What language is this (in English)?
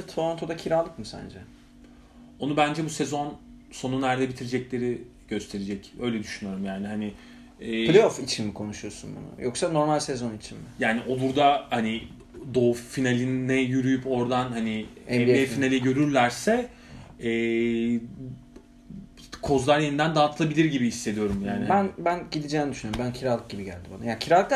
Turkish